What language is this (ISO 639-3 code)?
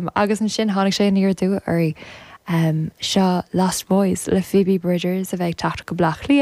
gle